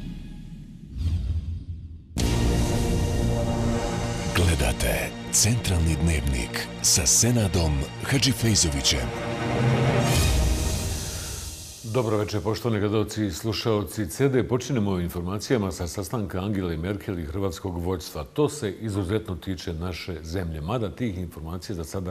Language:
Bosnian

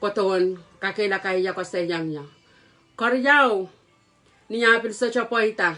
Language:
Pohnpeian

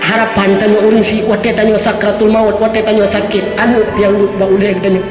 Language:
Achinese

